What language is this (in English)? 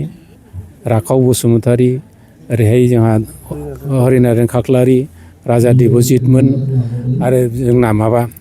Bodo